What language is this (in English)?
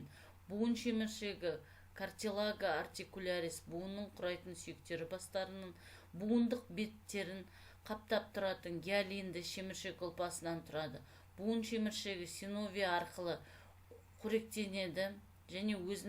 Kazakh